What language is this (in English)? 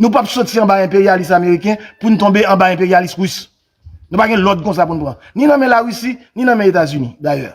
Haitian Creole